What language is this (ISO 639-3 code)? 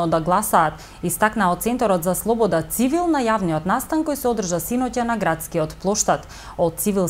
mkd